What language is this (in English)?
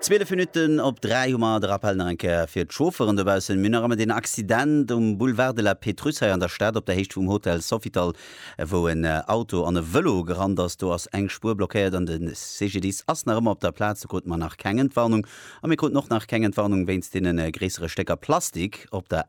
Luxembourgish